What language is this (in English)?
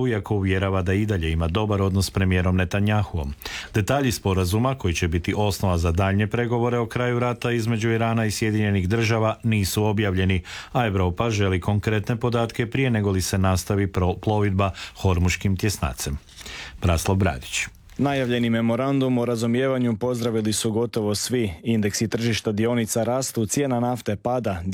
Croatian